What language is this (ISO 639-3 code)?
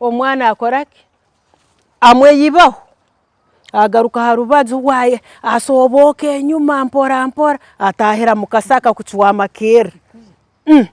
ttj